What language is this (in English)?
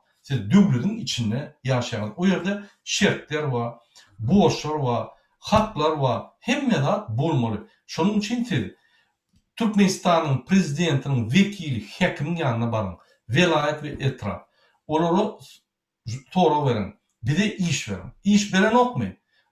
Turkmen